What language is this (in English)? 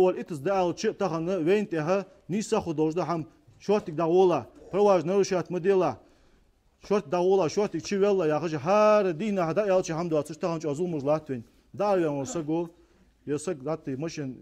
Ingush